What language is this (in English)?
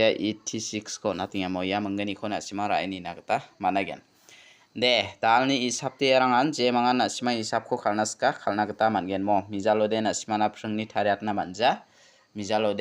Garo